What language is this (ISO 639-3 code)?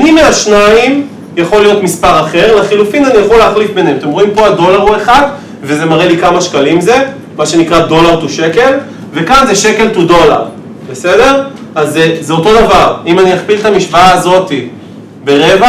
heb